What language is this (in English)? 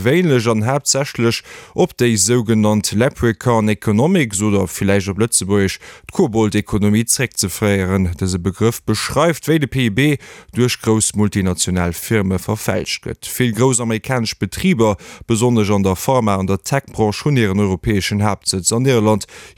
Luxembourgish